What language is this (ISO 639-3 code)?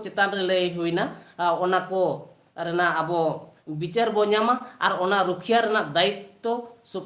sat